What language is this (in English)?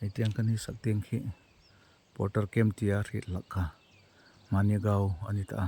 Hmar